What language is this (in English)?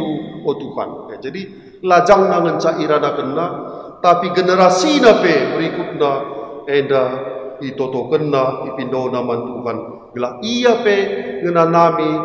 Batak Karo